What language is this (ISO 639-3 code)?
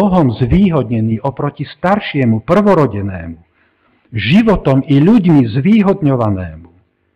slk